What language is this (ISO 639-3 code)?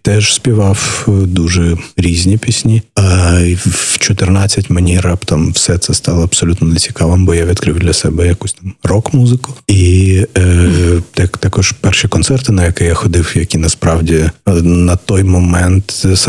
ukr